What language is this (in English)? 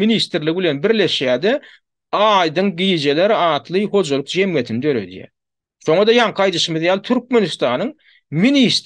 Turkmen